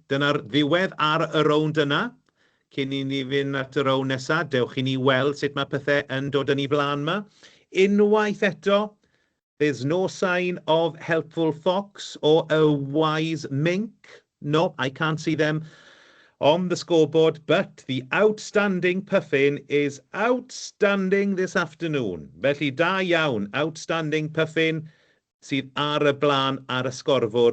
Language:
Welsh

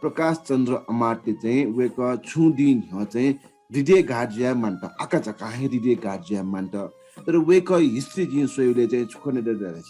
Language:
Newari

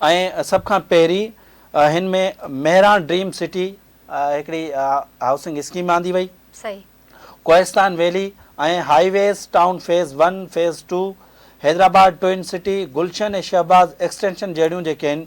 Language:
Sindhi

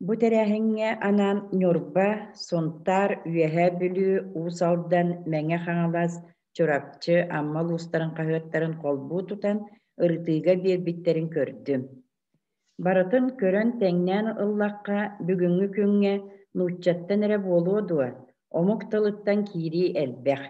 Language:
Yakut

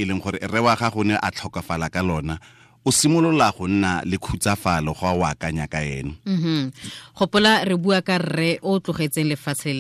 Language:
Tswana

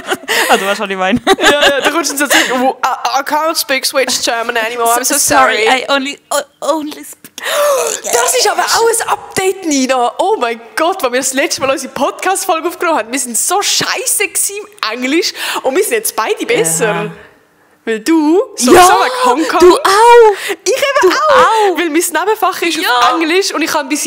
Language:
Swiss German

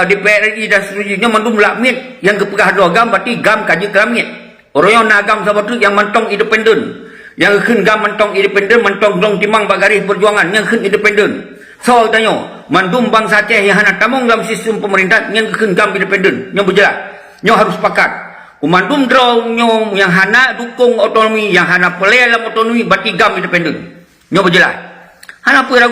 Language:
Achinese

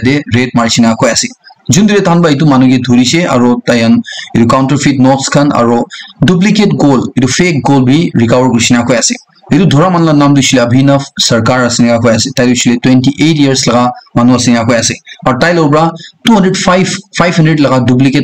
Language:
Naga Pidgin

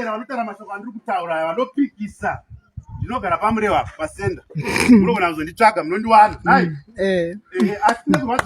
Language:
Shona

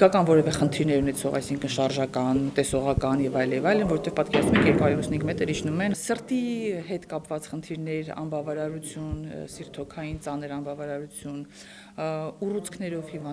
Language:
Armenian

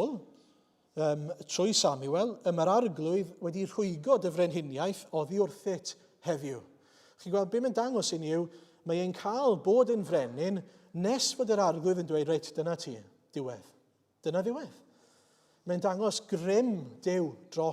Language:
Welsh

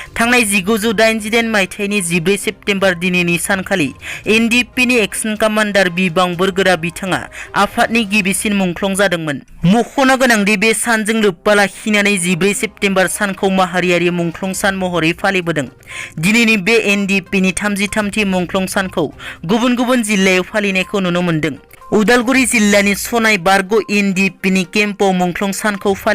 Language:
Bodo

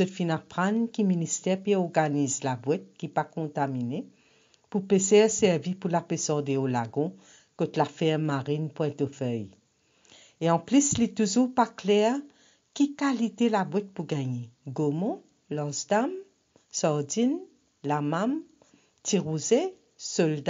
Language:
Morisyen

